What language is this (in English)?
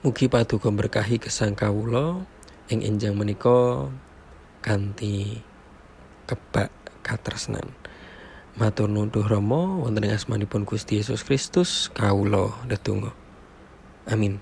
Javanese